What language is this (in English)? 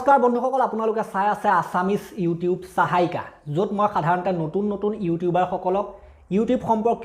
Assamese